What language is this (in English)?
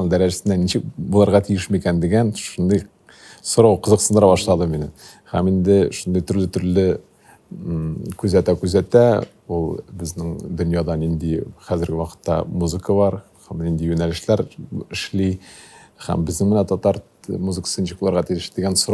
Tatar